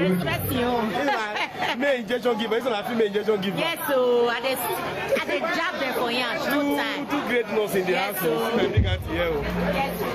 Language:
Nigerian Pidgin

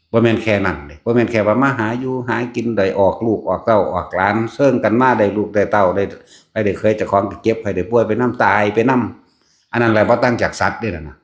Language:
Northeastern Thai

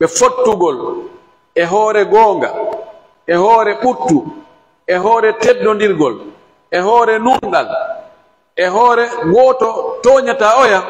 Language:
Pular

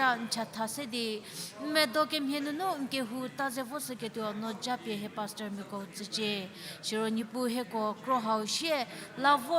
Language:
Angami Naga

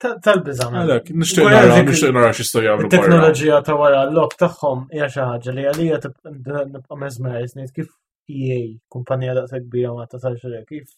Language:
Maltese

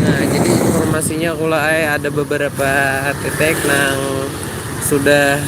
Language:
Banjar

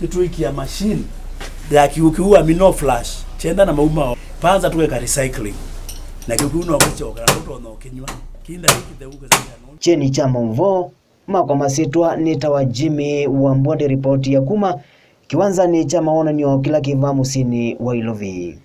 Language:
Kamba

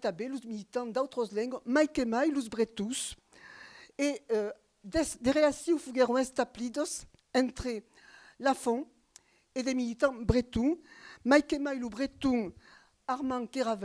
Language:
Occitan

